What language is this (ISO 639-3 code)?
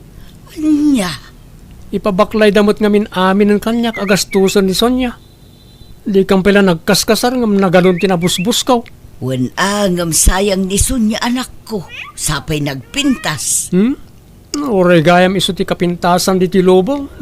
ilo